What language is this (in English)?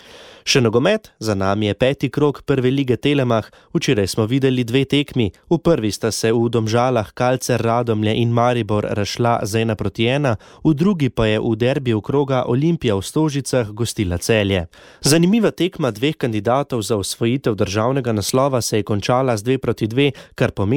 Slovenian